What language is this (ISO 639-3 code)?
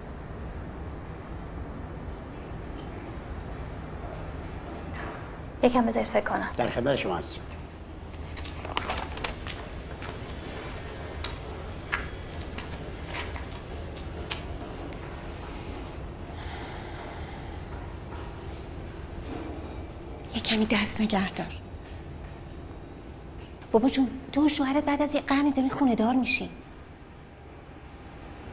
fas